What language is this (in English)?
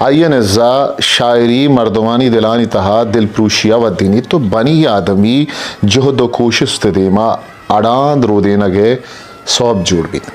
Eastern Balochi